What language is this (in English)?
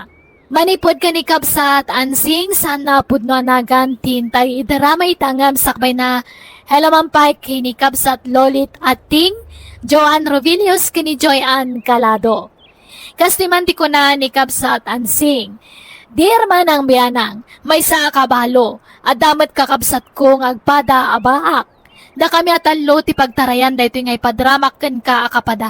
Iloko